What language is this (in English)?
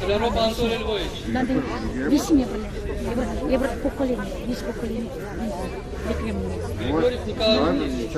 Chuvash